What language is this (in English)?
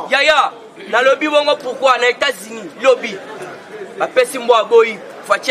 Lingala